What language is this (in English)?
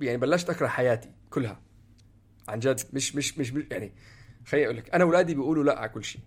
North Levantine Arabic